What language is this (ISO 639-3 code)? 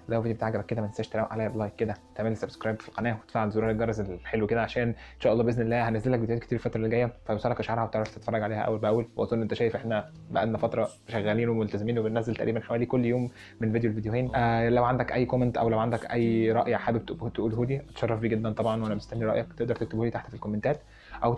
arz